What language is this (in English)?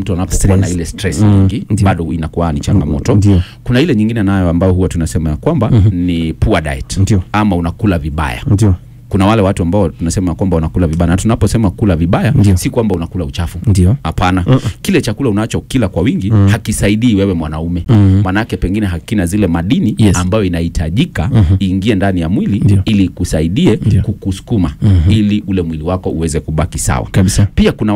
Swahili